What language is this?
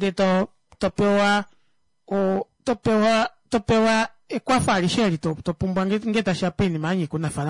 Kuanyama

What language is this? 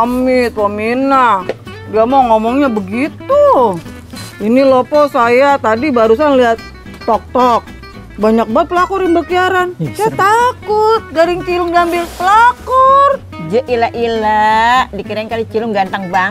Betawi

